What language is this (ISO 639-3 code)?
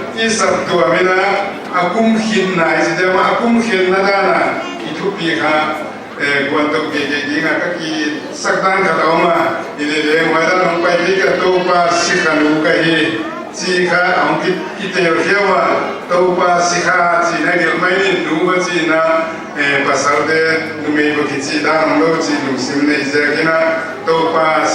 pck